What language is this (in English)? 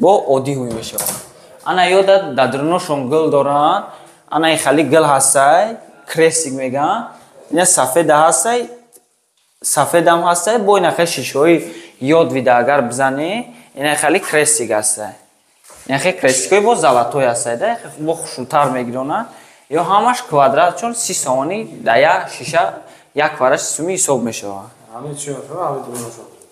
Tajik